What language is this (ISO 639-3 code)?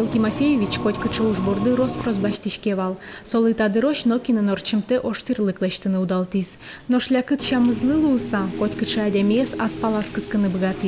udm